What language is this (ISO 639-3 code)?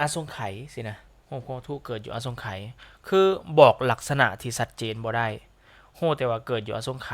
lao